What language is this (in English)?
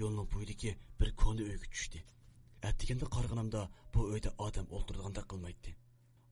Uyghur